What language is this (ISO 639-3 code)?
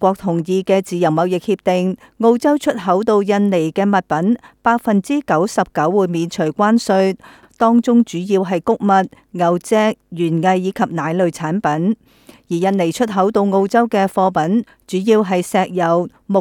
yue